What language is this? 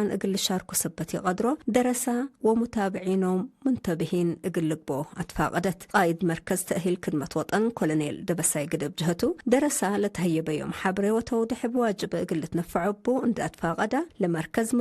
Tigre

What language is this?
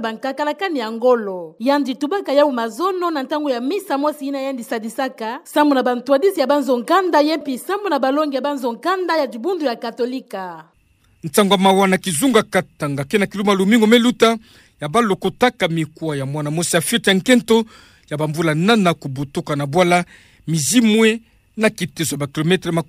Kituba (Democratic Republic of Congo)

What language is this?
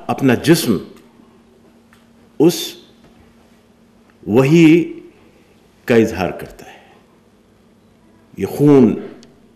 Urdu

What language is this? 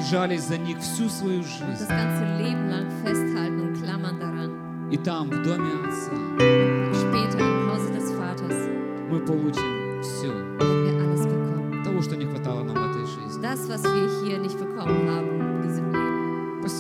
Russian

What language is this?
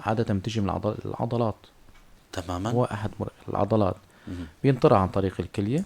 North Levantine Arabic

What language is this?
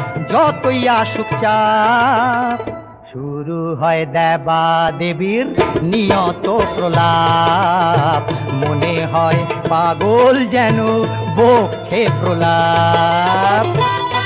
Bangla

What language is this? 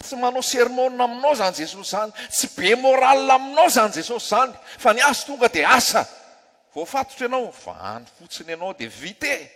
Malagasy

